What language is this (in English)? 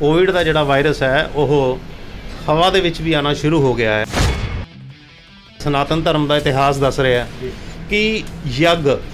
Punjabi